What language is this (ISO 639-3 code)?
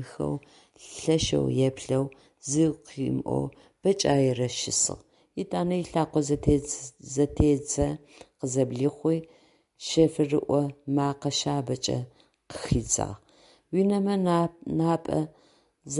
ady